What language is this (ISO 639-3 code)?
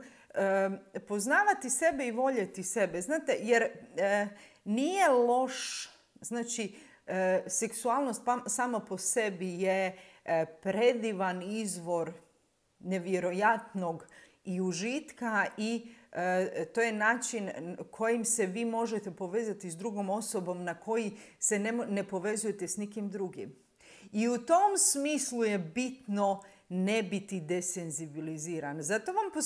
hrv